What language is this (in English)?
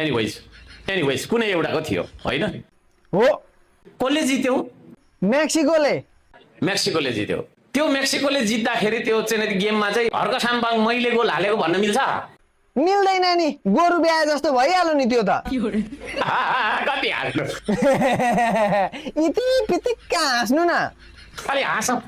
Nepali